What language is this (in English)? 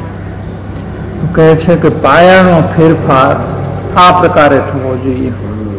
Gujarati